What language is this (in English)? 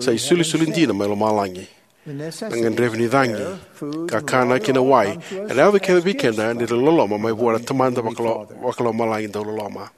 Fijian